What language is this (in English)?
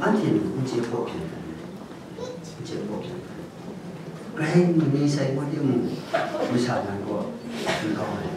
Kachin